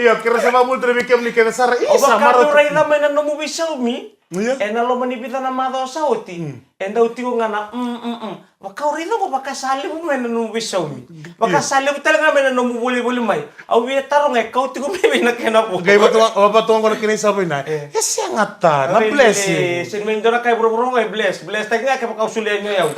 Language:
Fijian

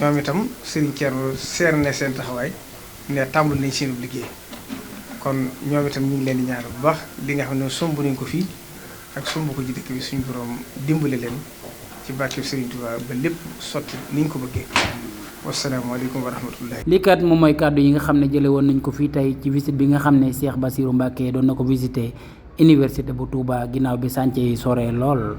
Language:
Wolof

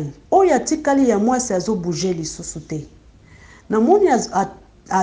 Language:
Lingala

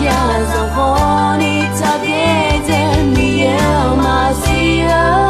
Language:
Akha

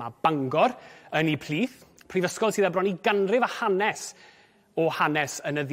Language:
Welsh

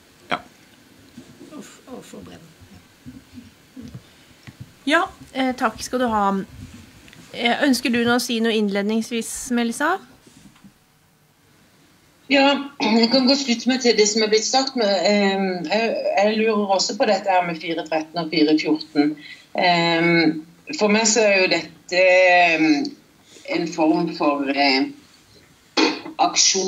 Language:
Norwegian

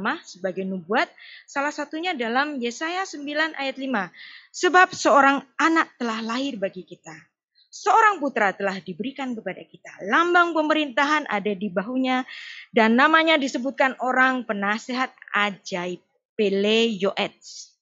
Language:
Indonesian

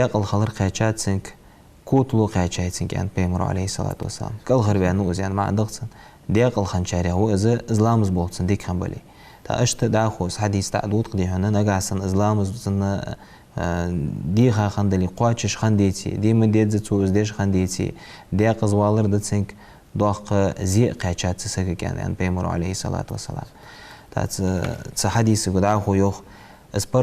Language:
Ingush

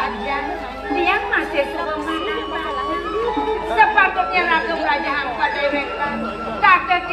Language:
Balinese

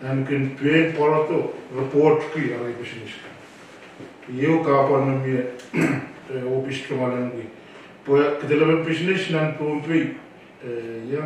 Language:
Pohnpeian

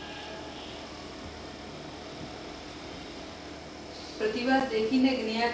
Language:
Gujarati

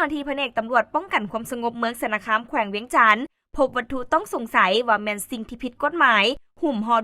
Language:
Lao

